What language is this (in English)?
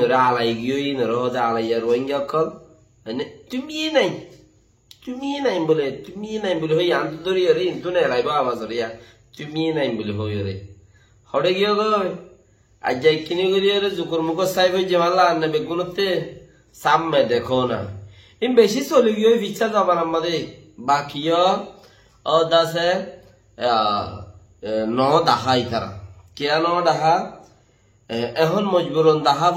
Rohingya